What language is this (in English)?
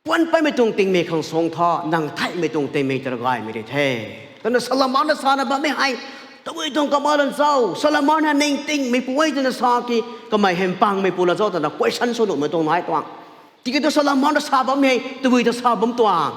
Rongmei Naga